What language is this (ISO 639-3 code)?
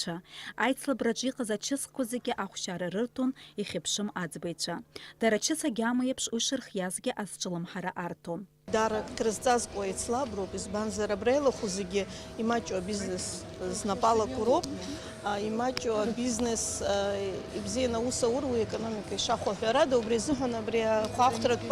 abk